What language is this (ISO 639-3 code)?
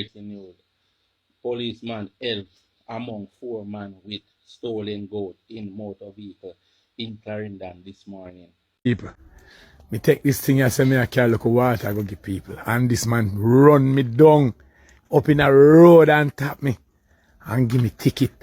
jam